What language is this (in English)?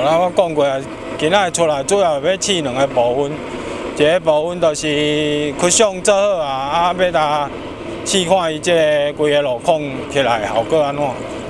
Min Nan Chinese